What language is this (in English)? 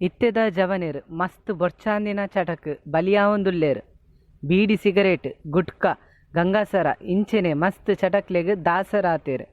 Tulu